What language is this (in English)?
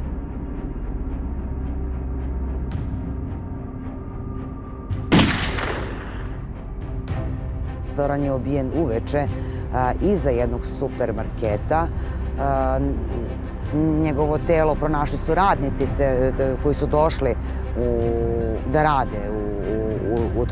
Serbian